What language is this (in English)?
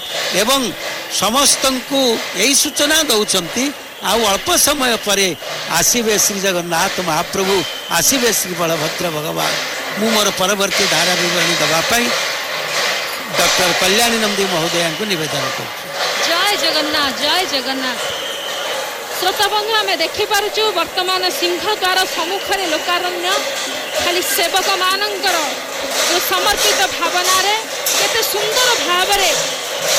Odia